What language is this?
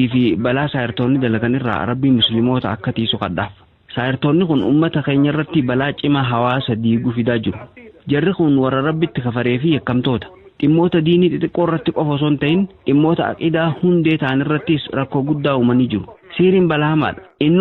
Oromo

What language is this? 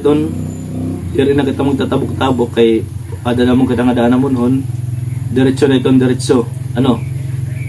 Waray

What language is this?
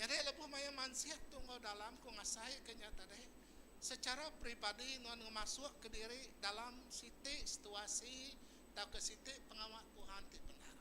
Iban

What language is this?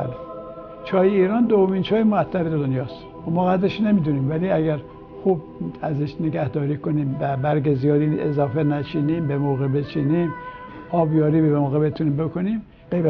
Persian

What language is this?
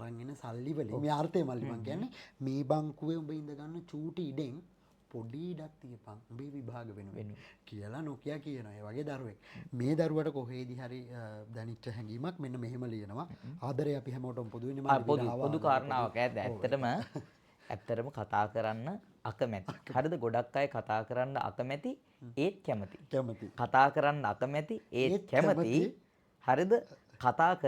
Sinhala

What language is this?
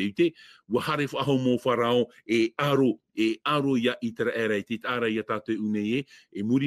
Tahitian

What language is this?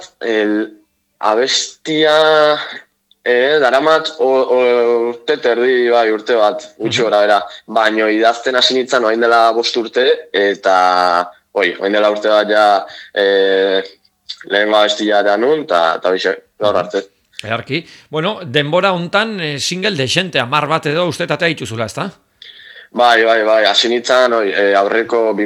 Basque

